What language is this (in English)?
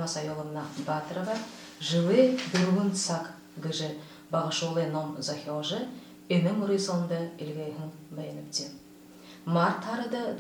Buriat